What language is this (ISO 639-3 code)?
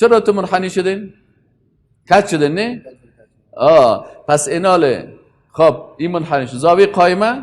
fas